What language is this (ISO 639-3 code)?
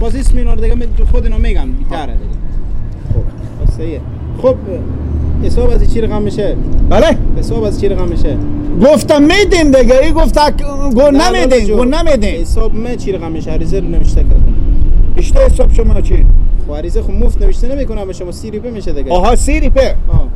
fas